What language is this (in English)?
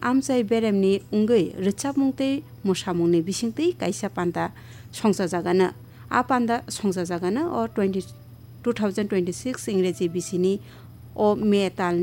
Kok Borok